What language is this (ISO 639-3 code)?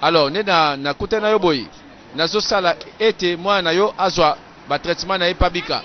lin